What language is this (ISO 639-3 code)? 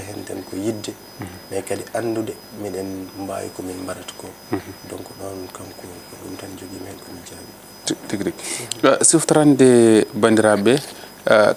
ful